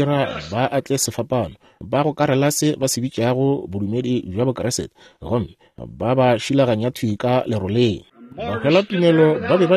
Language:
Northern Sotho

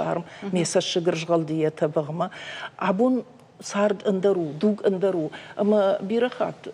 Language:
Ossetic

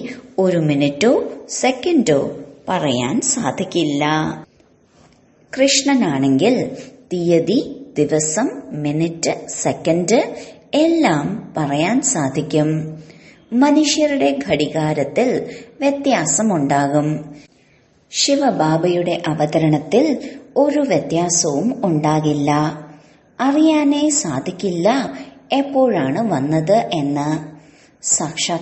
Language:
Malayalam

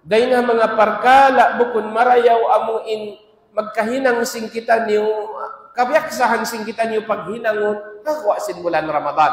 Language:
Tausug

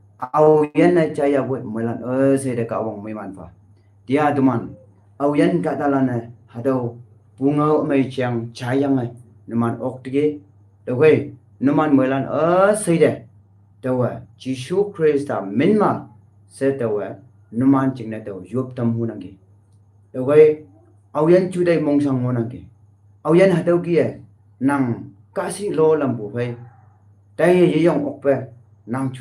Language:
Konyak Naga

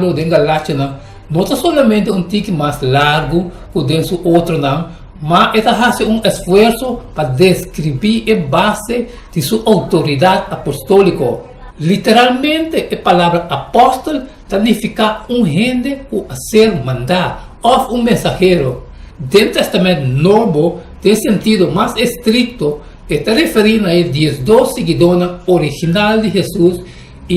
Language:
Papiamento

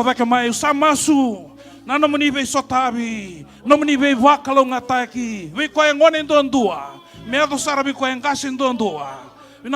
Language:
Fijian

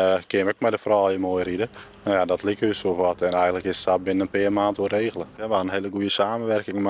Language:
Western Frisian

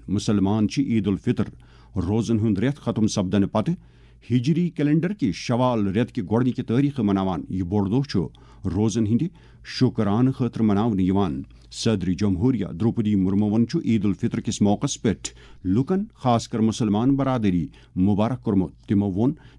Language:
Kashmiri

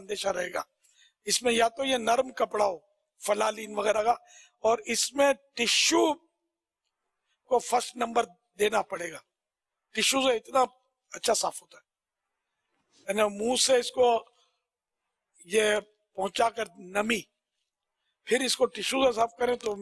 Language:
Urdu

